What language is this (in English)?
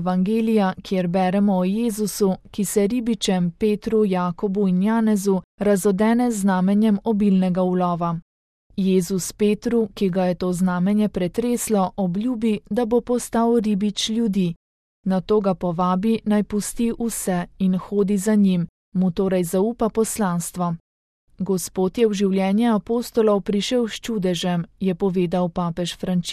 Slovenian